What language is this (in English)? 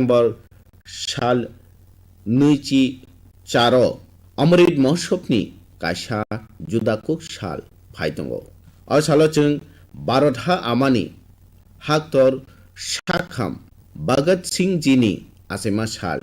Kok Borok